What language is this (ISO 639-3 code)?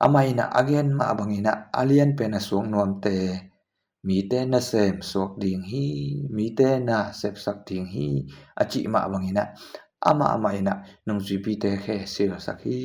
ctd